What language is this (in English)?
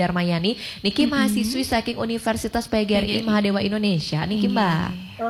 Balinese